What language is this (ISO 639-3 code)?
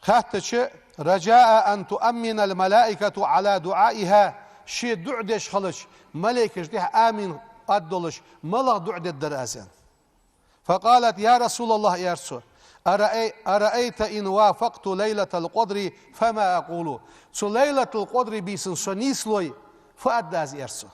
inh